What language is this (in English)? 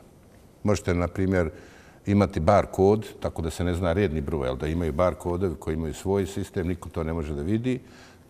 Bosnian